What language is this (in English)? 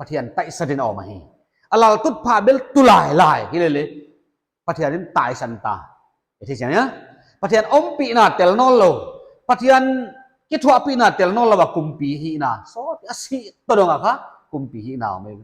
Paite Chin